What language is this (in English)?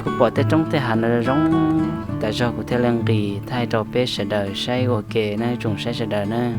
Hmong